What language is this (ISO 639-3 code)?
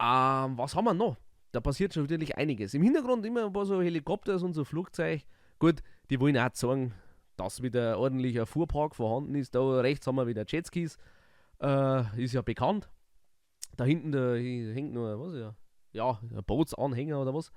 bar